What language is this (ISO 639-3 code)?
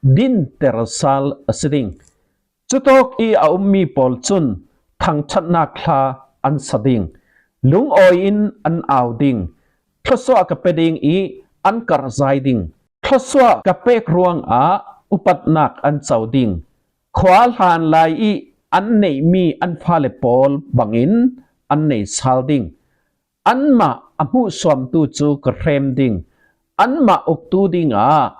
cfm